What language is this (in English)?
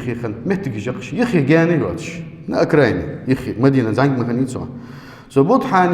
Ingush